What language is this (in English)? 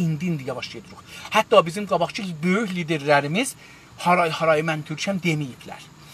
South Azerbaijani